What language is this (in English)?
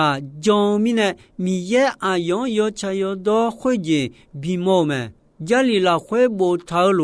Akha